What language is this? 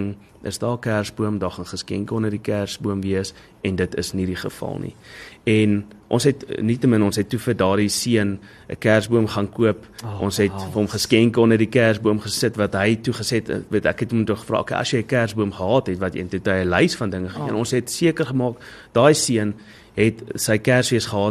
Afrikaans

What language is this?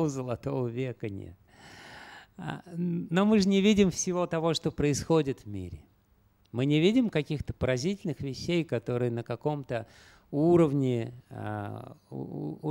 Russian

